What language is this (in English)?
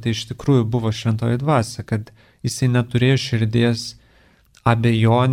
Lithuanian